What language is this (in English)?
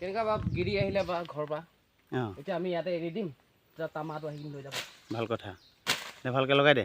Assamese